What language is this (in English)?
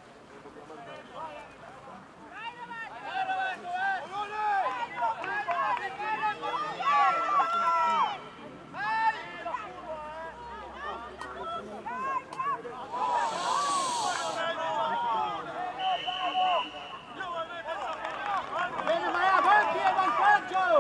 Italian